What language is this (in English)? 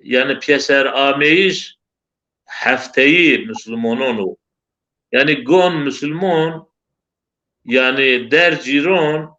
Zaza